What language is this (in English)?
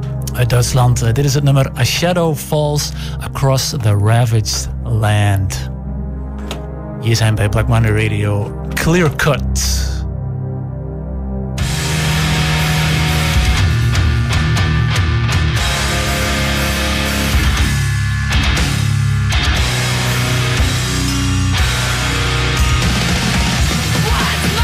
Dutch